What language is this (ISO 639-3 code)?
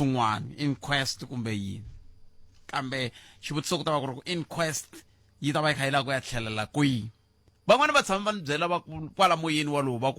tso